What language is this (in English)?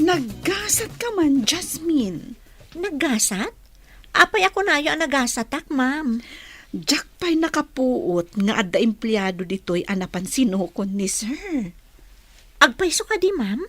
Iloko